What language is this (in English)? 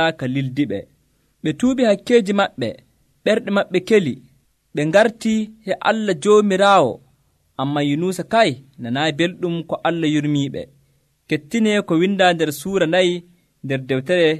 Nigerian Fulfulde